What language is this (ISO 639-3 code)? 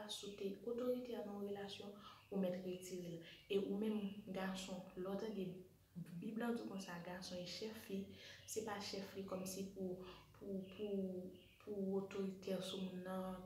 hat